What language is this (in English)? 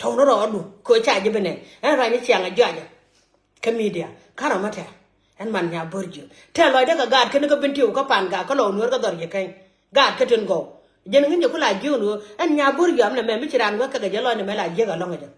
Nuer